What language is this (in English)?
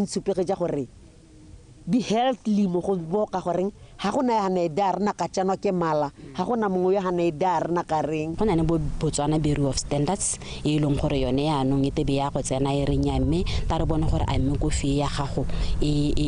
Tswana